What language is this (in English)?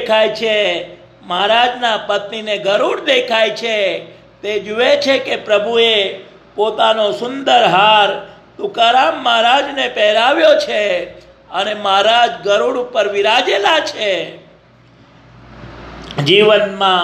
Gujarati